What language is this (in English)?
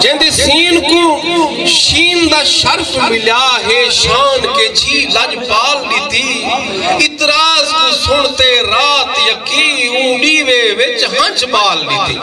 Saraiki